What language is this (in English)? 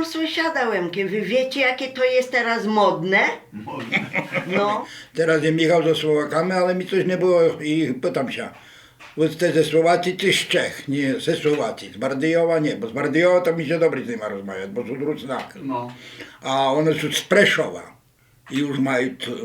Rusyn